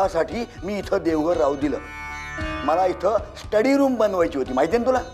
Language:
Marathi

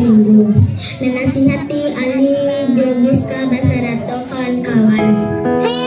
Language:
Minangkabau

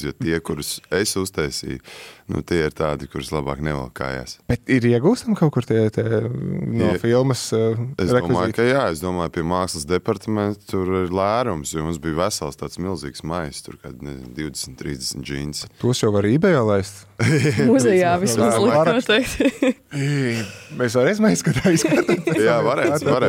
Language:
Latvian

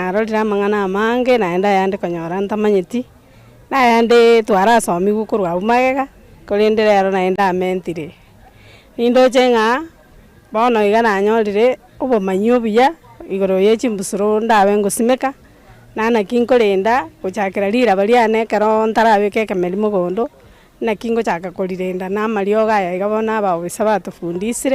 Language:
Gusii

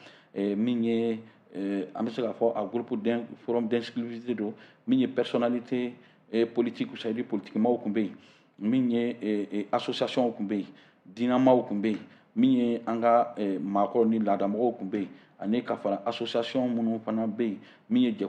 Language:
Bambara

